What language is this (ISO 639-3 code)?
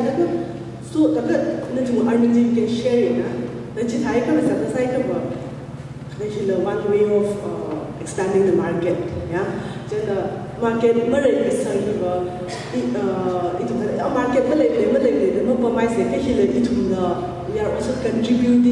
nmf